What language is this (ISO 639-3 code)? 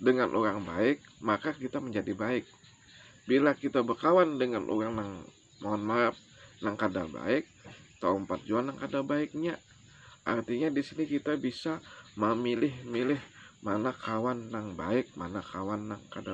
bjn